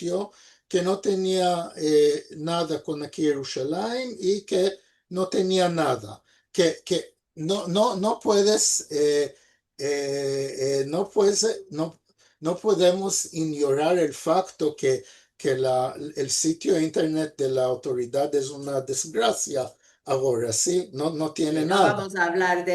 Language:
Ladino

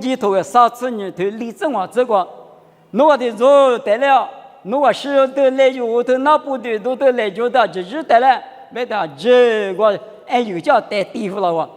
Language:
Lisu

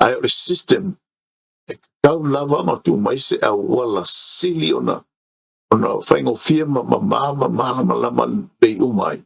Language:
Samoan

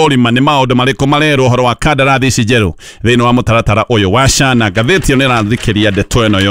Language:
Kikuyu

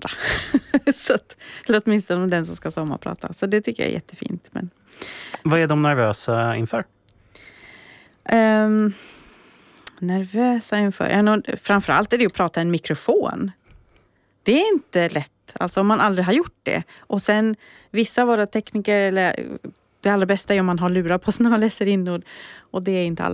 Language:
Swedish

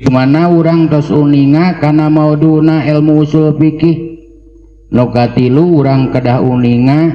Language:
Sundanese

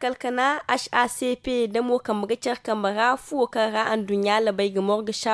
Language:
Zarma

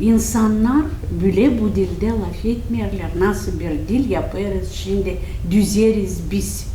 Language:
Gagauz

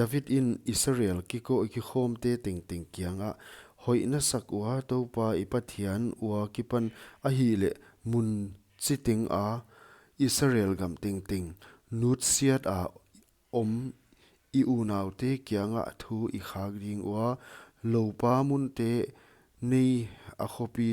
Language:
Paite Chin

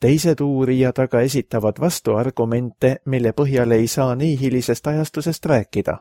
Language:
Estonian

